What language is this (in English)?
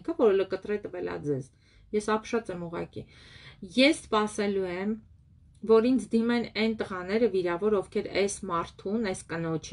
Armenian